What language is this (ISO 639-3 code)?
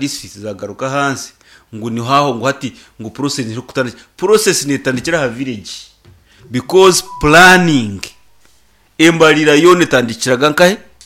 nyn